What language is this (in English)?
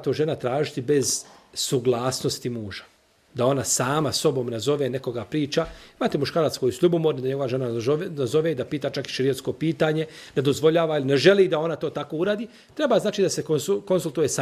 Serbian